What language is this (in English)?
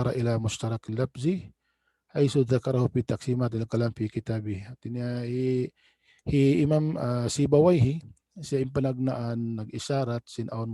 Tausug